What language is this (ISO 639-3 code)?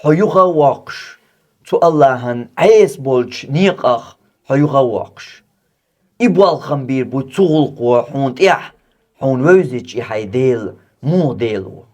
che